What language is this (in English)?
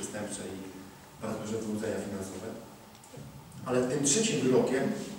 Polish